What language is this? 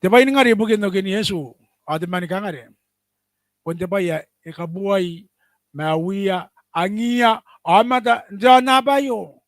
Gilbertese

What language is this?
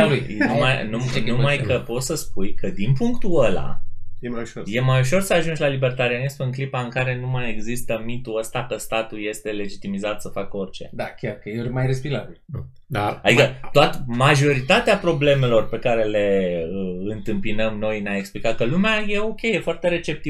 Romanian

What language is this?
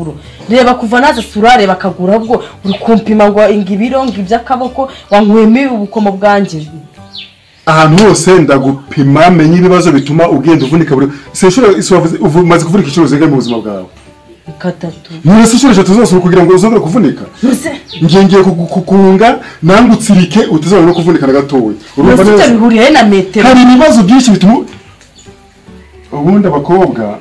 Kinyarwanda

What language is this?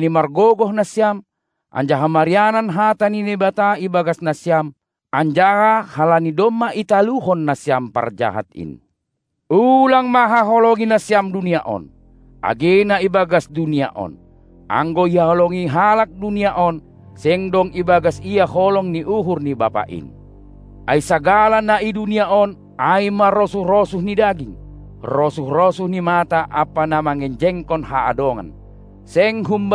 Batak Simalungun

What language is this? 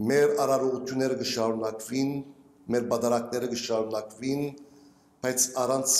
Armenian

